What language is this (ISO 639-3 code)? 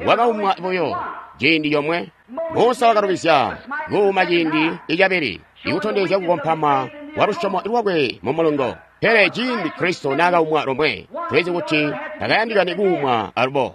toi